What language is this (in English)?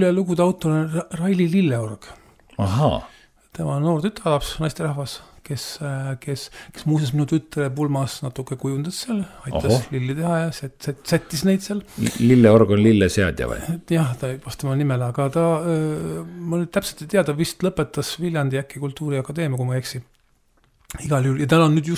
Estonian